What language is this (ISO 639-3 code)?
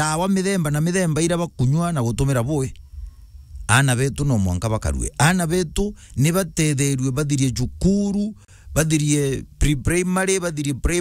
mer